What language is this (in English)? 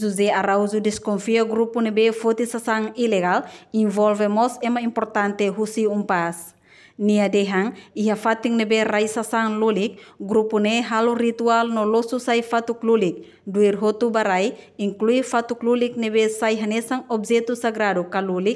Tetum